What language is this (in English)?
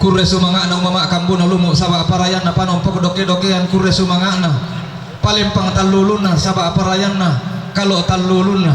Toraja-Sa'dan